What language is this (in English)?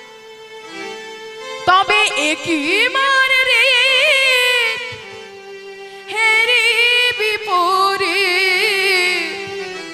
Bangla